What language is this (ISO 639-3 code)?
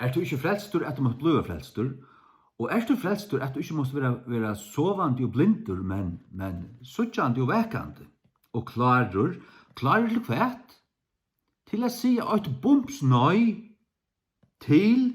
fao